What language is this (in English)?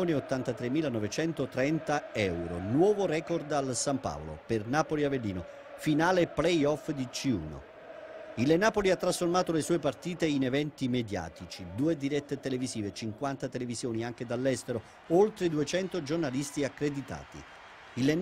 Italian